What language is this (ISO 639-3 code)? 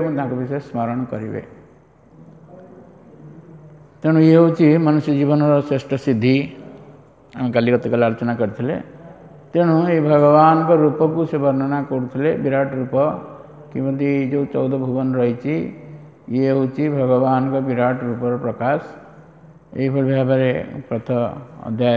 ori